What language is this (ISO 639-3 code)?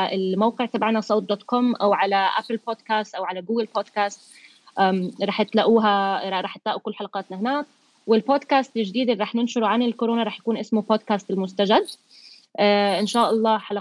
apc